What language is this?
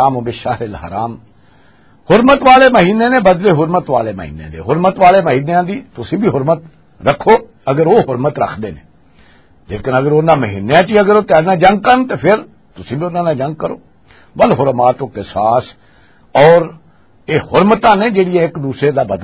Western Panjabi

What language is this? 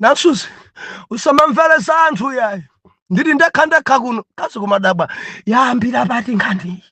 Nyanja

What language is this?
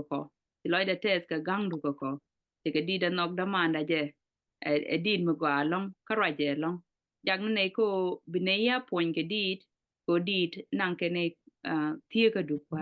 Nuer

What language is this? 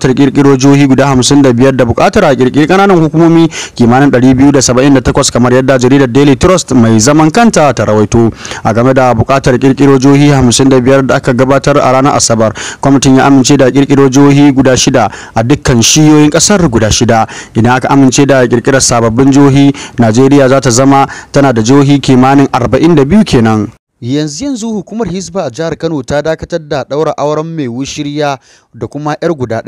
Hausa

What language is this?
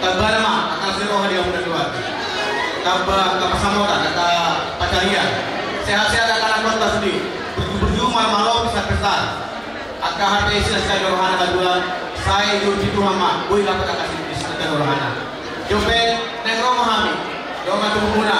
Batak Toba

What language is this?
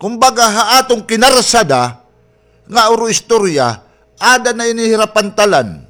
Waray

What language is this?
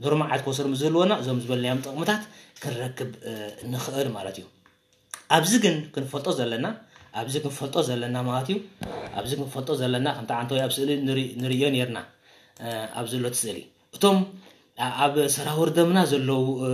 Tigrinya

